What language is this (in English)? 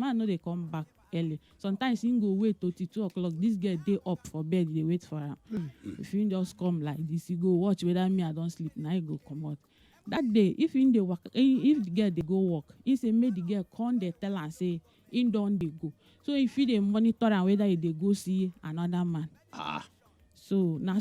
Nigerian Pidgin